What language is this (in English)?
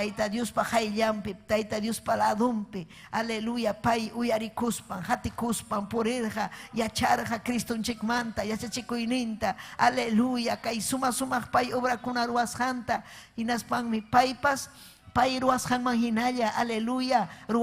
Ayacucho Quechua